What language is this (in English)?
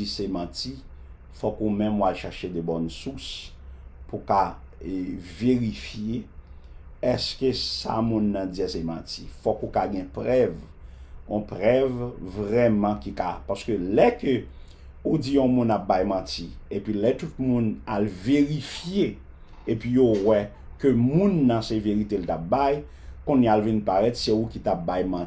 Haitian Creole